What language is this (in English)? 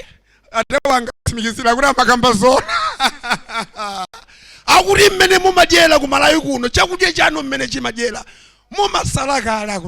Nyanja